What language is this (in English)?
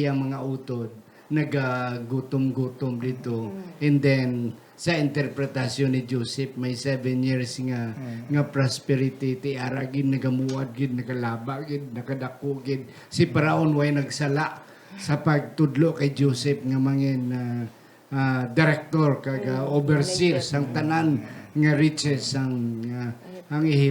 Hiligaynon